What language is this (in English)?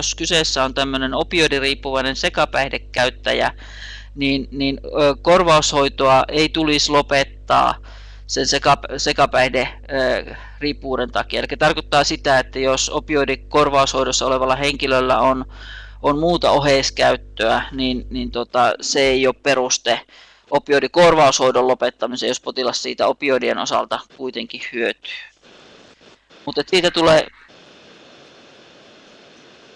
Finnish